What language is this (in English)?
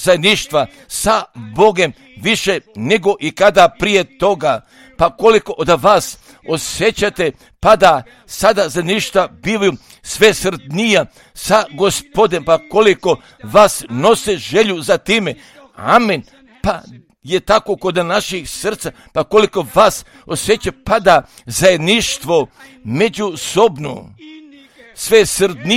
Croatian